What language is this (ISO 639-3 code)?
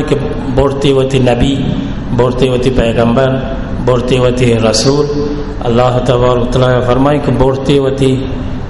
bal